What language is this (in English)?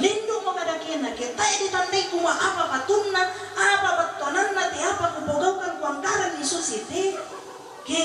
Toraja-Sa'dan